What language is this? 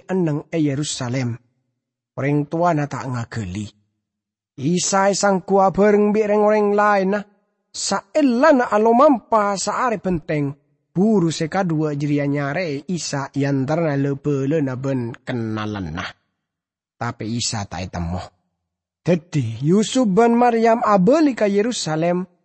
Madurese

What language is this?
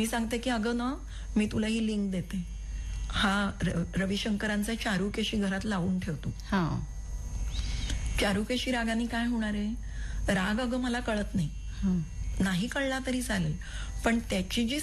Marathi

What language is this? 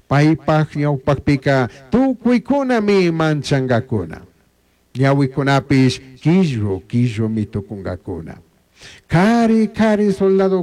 Chimborazo Highland Quichua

